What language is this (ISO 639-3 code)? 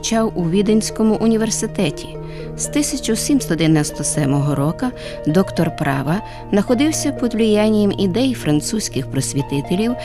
rue